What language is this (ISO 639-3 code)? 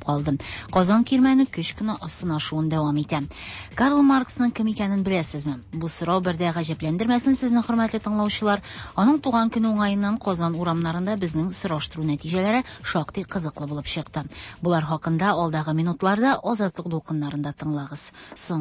tat